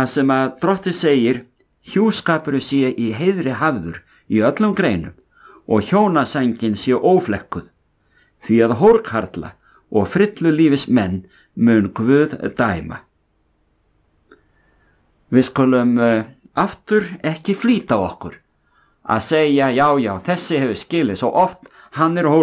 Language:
Icelandic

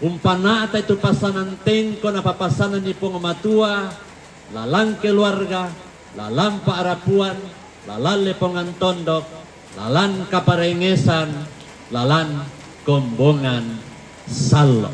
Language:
Toraja-Sa'dan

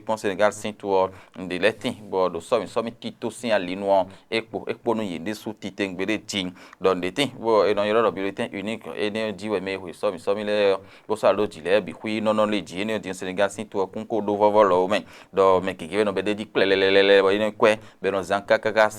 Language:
Fon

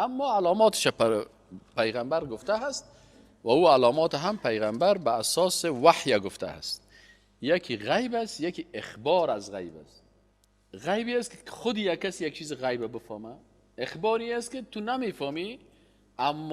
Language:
Persian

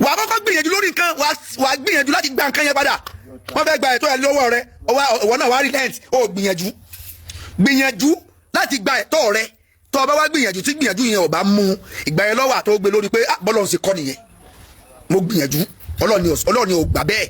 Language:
Yoruba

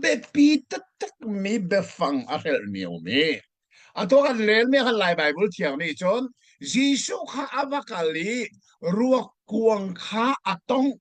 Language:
Hakha Chin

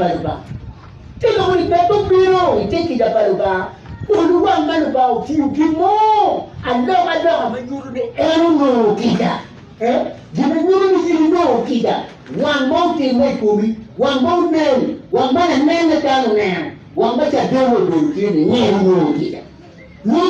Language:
Acoli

